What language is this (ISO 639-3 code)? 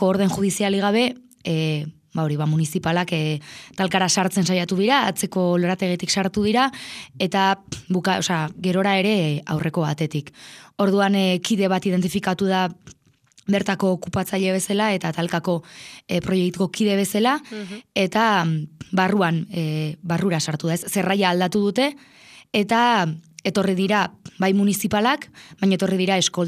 eus